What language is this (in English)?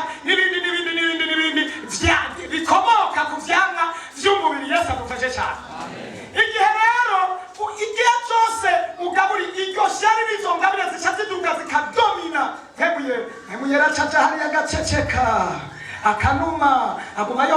Rundi